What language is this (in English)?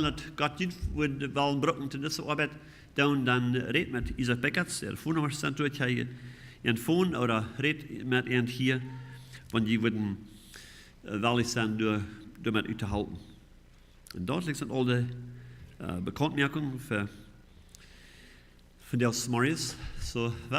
Plautdietsch